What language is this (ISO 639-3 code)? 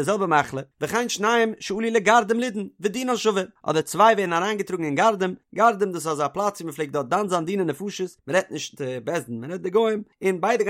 yid